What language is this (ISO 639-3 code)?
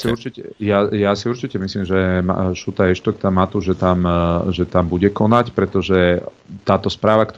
slk